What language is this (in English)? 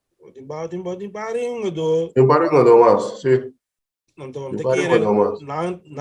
Papiamento